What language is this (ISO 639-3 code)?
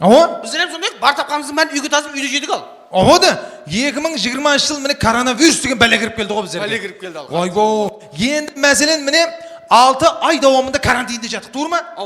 kaa